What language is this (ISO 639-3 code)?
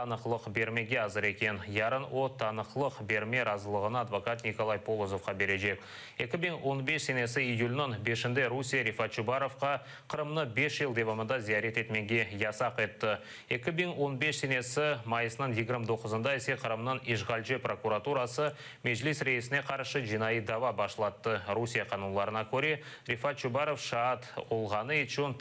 crh